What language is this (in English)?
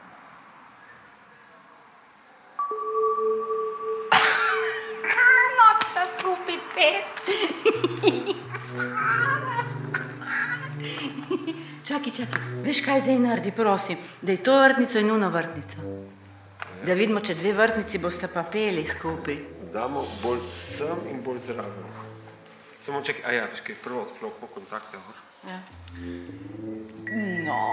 Slovenian